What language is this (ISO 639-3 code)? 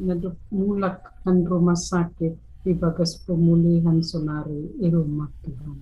bts